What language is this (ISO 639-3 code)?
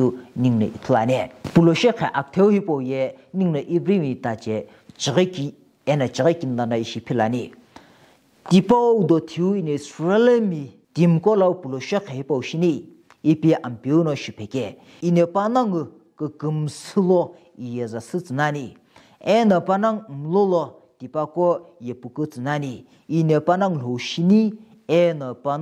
nsm